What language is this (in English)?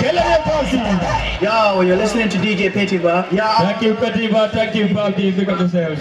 Fula